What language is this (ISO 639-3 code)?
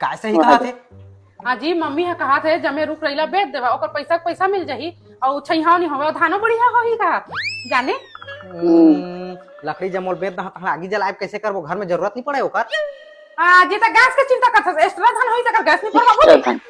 hne